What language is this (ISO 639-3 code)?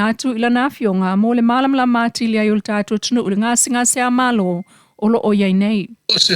smo